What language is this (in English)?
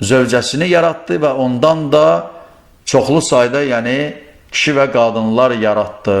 Azerbaijani